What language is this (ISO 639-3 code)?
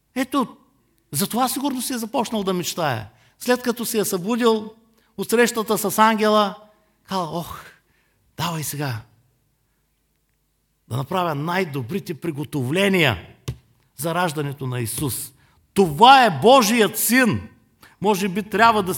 bul